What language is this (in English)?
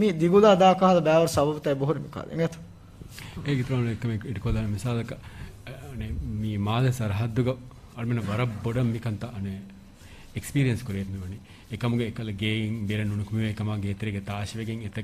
Divehi